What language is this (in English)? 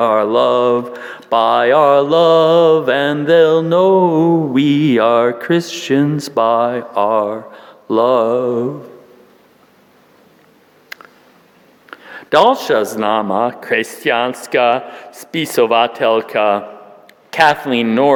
Slovak